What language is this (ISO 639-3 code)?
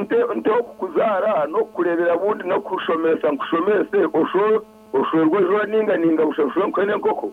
nyn